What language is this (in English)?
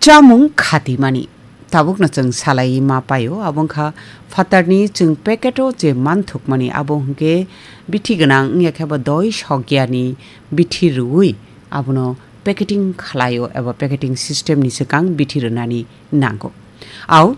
Kok Borok